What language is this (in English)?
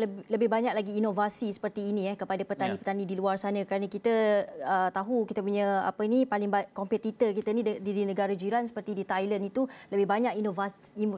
Malay